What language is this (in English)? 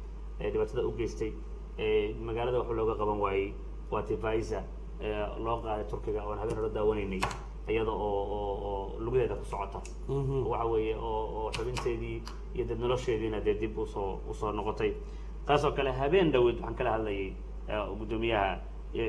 Somali